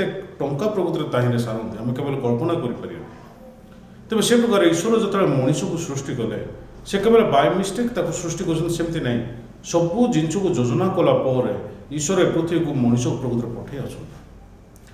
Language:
Odia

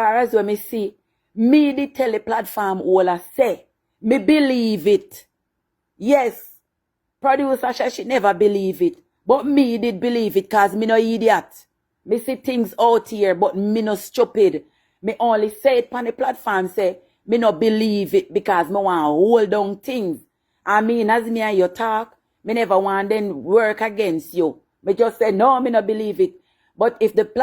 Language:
Jamaican Creole English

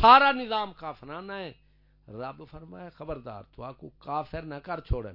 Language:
Saraiki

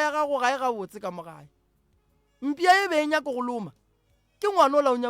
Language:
Northern Sotho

